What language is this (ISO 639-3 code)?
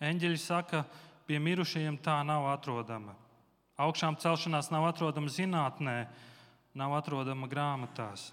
lav